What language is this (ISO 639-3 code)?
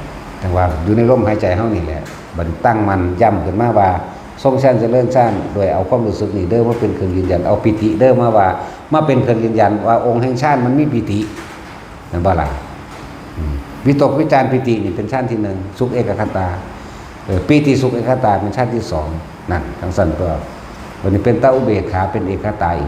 tts